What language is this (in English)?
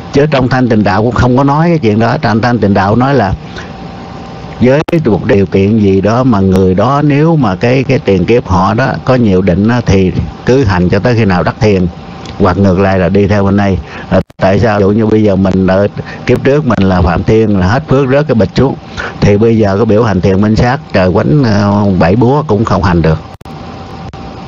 Vietnamese